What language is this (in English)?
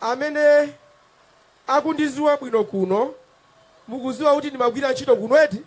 Nyanja